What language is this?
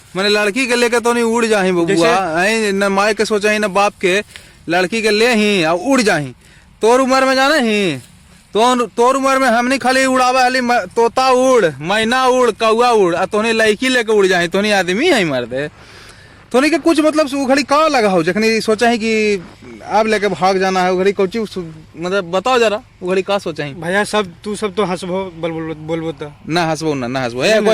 Magahi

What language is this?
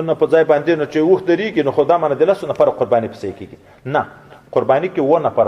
Pashto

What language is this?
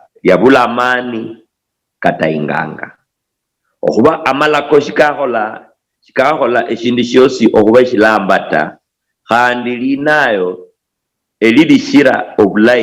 Luyia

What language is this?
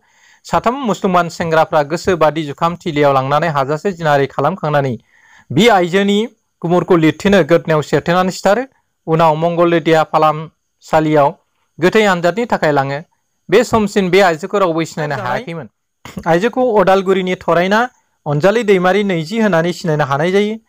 Bodo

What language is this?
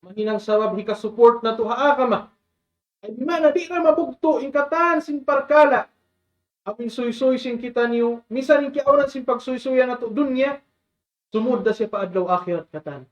Tausug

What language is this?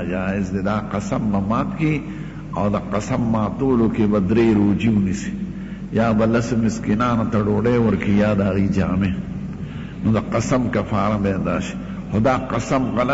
Pashto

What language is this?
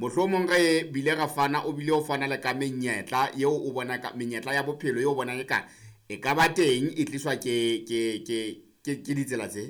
Southern Sotho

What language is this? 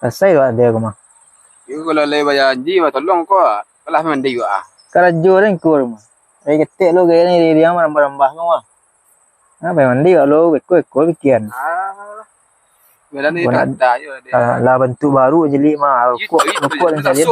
Minangkabau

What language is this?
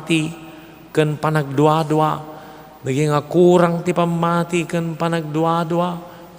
Iloko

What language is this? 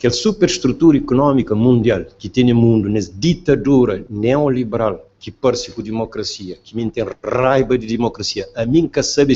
Kabuverdianu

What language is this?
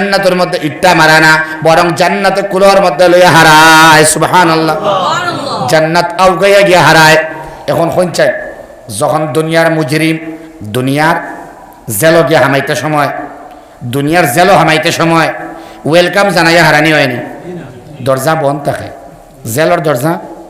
Sylheti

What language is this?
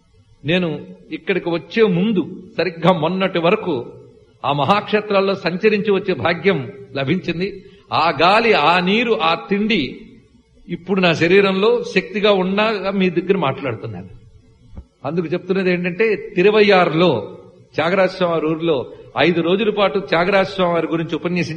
Telugu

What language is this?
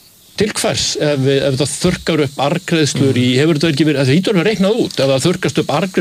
Icelandic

